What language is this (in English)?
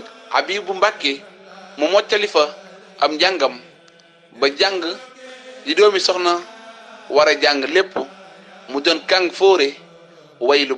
Wolof